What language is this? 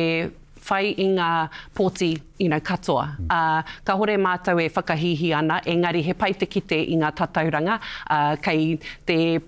Māori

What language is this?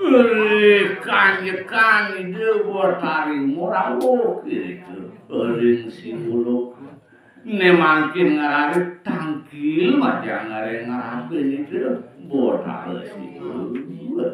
Balinese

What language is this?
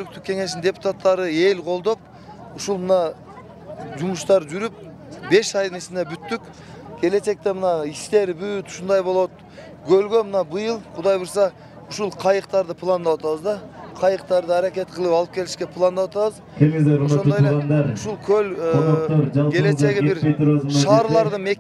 Kyrgyz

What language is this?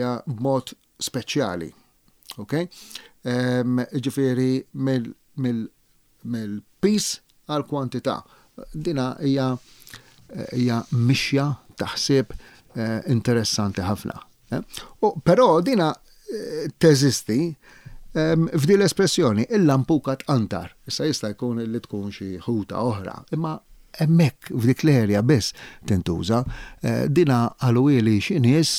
Maltese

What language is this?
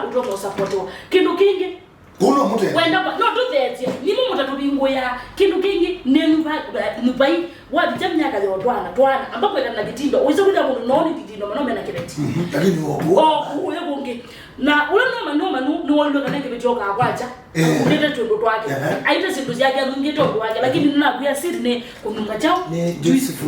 Kamba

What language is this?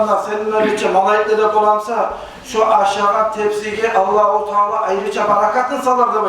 Kumyk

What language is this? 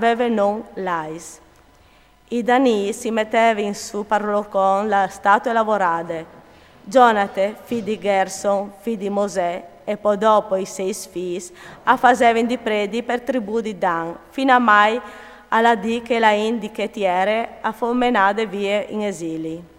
Friulian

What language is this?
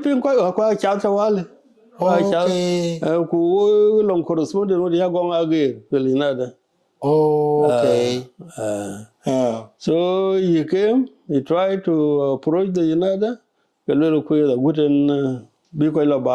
Dinka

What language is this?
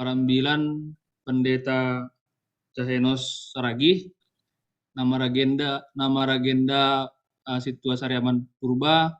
Batak Simalungun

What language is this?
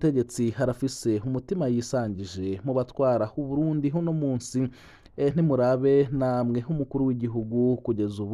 Rundi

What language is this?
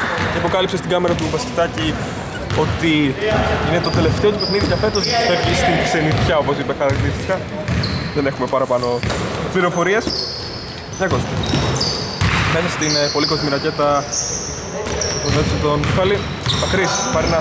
Greek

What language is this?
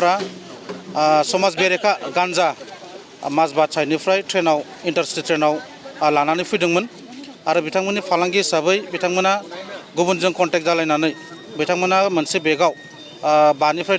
Bodo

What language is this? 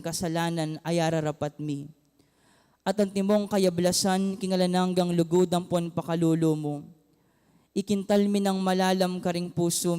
Pampanga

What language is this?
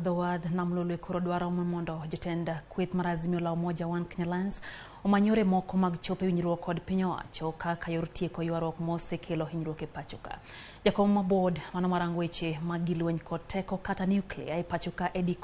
Luo (Kenya and Tanzania)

